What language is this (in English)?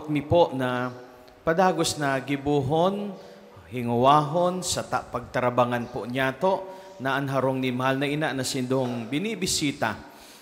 Bikol